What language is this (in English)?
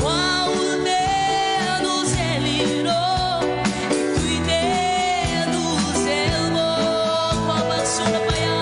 Tedim Chin